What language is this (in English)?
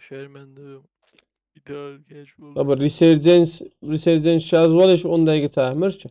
South Azerbaijani